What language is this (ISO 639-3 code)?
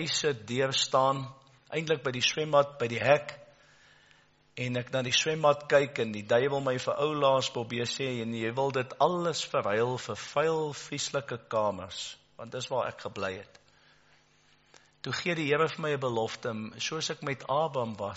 afr